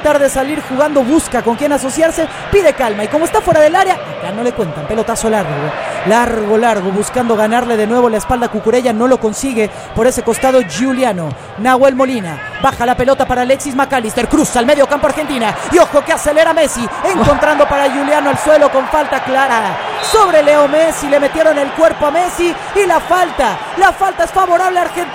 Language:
Spanish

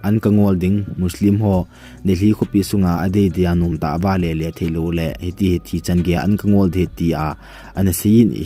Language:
Thado Chin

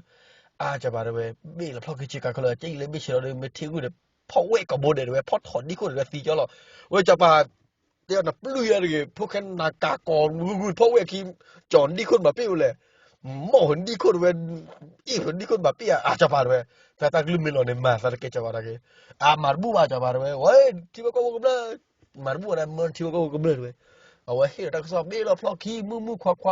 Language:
S'gaw Karen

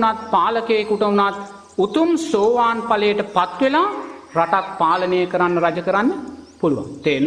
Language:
Sinhala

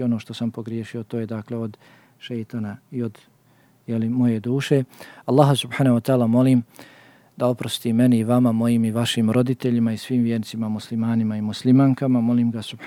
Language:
Bosnian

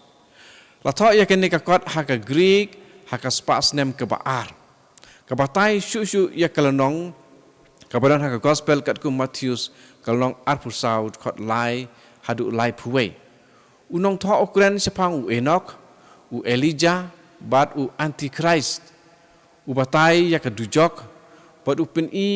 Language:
Khasi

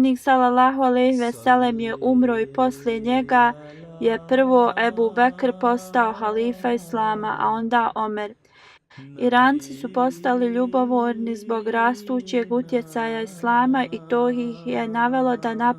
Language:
Bosnian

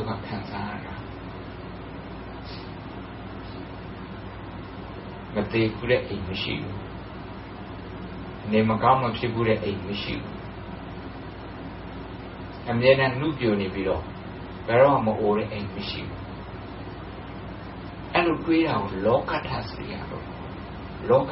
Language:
Burmese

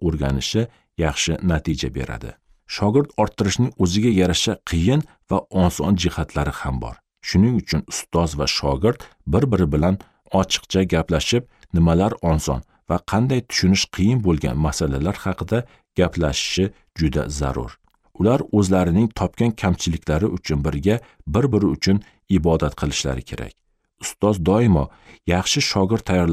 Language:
Uzbek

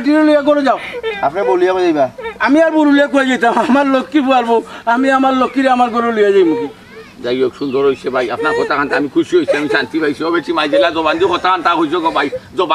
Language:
Sylheti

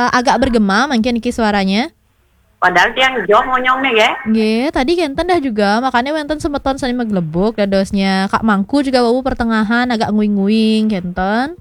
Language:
Balinese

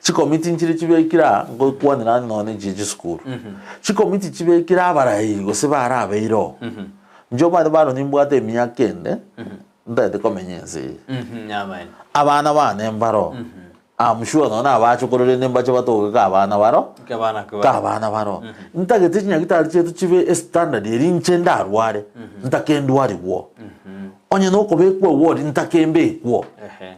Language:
Gusii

